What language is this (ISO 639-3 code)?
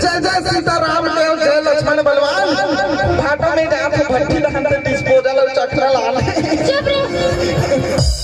hne